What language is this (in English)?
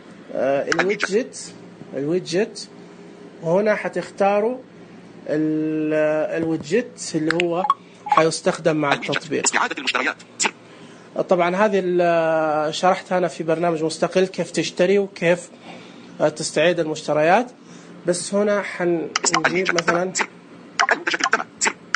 Najdi Arabic